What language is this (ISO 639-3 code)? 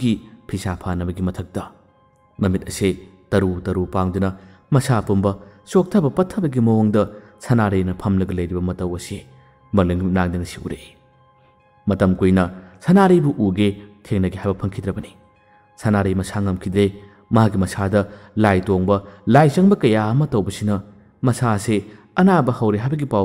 mni